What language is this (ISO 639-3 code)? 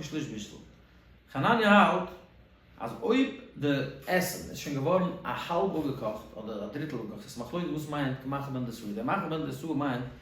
yid